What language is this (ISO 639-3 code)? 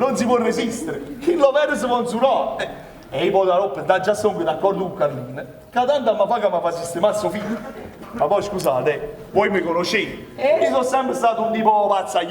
nap